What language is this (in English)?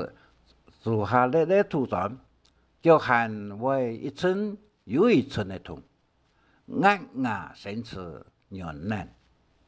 Hakka Chinese